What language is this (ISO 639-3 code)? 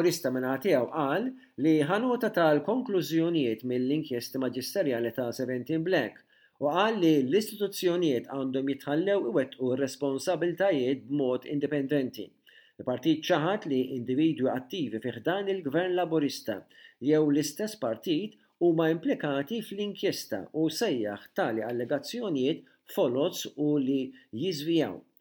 mlt